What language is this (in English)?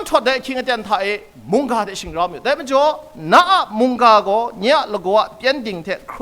Kachin